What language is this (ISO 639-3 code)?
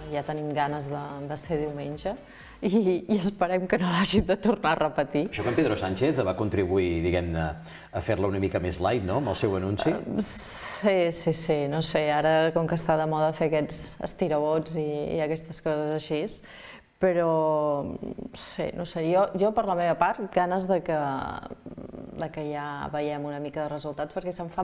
cat